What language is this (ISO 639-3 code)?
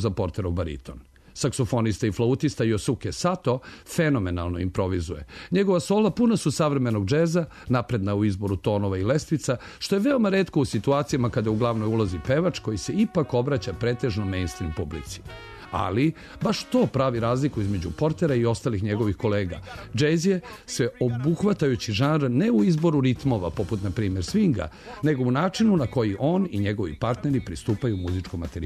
srp